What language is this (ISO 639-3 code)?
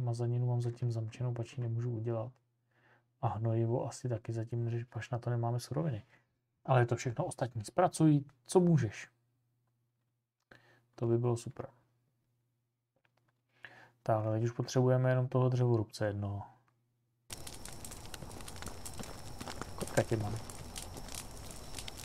ces